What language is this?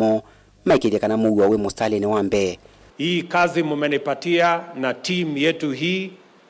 Kamba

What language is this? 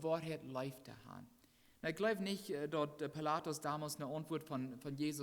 Plautdietsch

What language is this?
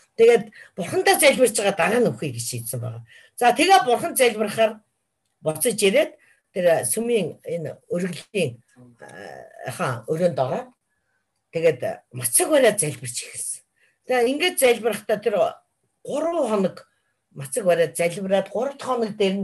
Mongolian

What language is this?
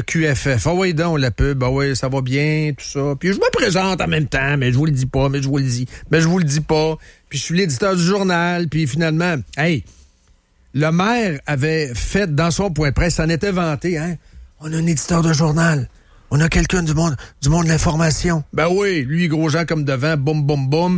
French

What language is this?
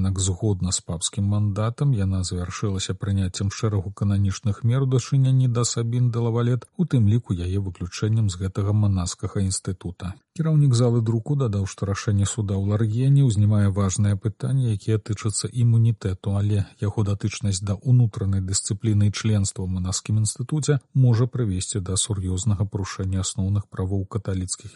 Belarusian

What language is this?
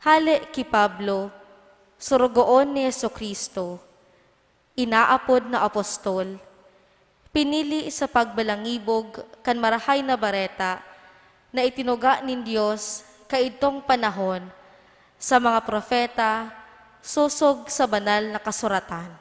Bikol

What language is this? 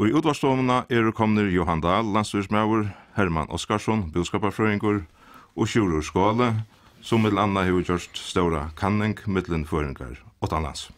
Faroese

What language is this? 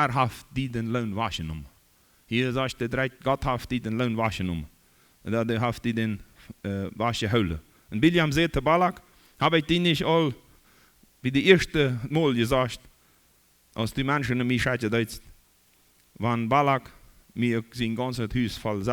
Plautdietsch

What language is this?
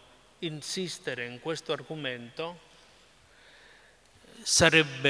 Italian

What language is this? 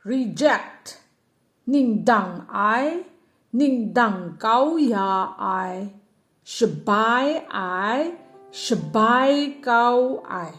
Kachin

